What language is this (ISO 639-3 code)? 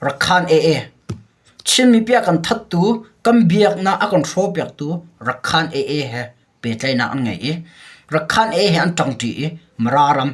cnh